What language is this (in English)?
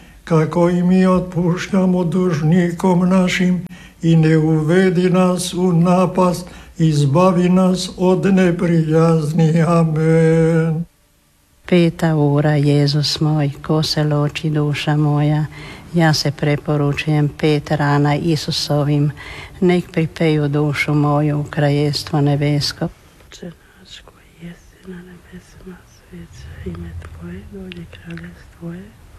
Croatian